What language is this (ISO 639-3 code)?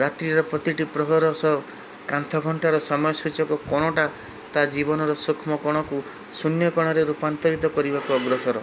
ori